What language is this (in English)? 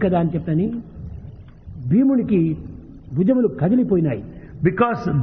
Telugu